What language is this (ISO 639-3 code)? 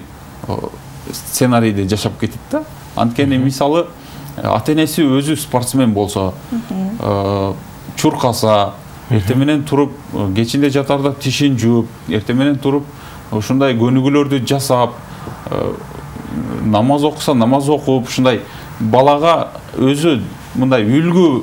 kir